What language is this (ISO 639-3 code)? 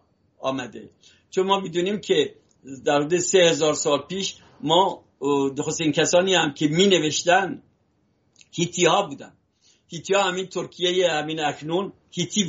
fas